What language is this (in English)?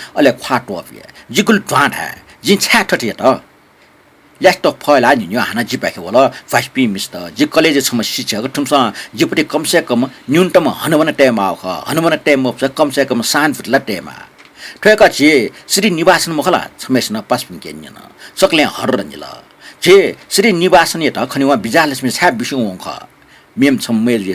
Newari